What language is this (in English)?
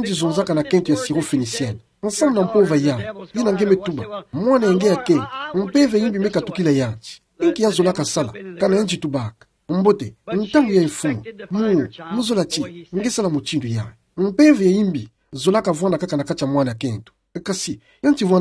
Kituba (Democratic Republic of Congo)